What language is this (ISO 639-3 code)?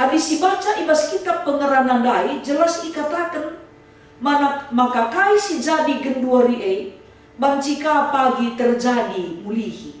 btx